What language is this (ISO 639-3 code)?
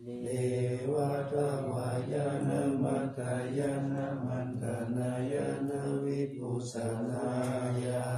pli